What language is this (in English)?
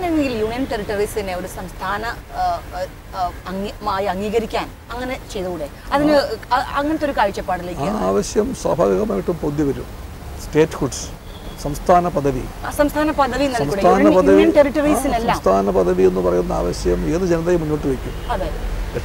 Malayalam